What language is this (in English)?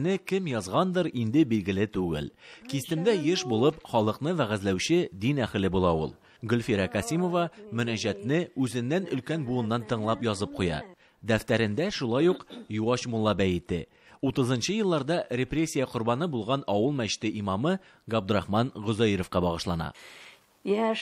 Tatar